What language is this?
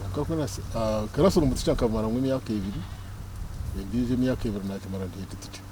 Nyankole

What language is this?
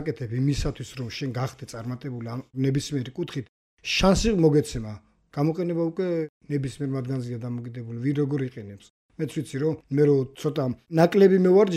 Georgian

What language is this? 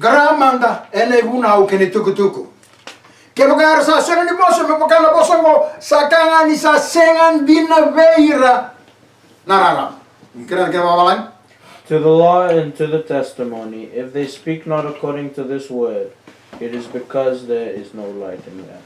Fijian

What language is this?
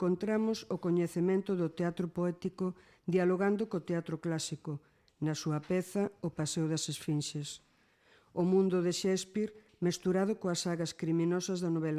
Galician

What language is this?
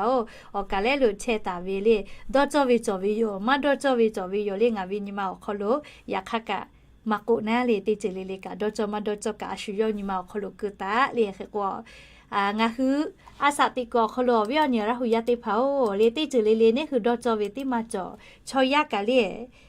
Lahu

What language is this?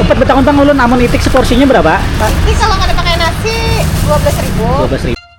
Banjar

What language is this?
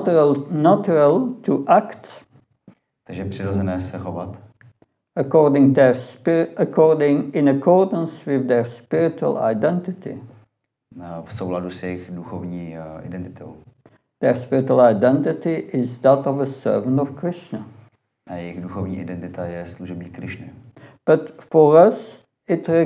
Czech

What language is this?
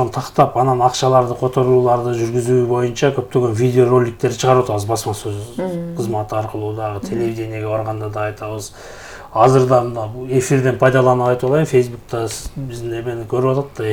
Kyrgyz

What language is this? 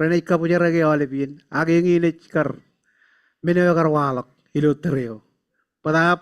Marshallese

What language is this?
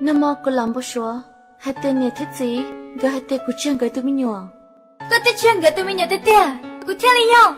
Hmong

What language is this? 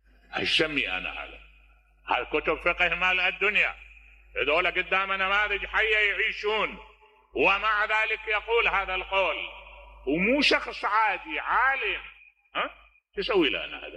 Mesopotamian Arabic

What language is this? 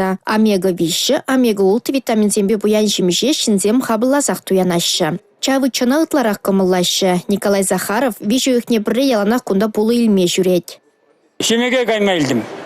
Chuvash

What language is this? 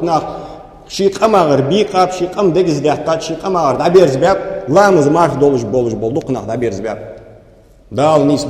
Ingush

